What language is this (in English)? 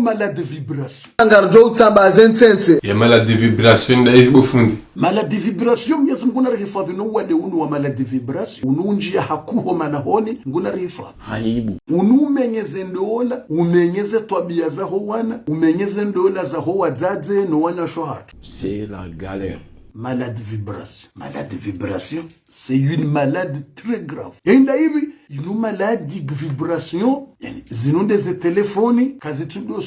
Ngazidja Comorian